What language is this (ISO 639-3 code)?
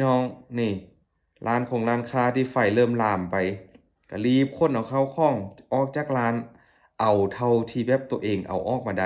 lao